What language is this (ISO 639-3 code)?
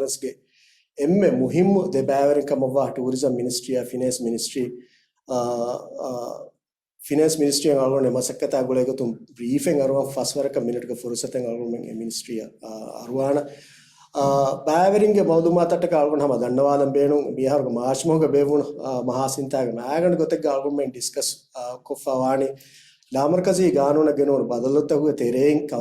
div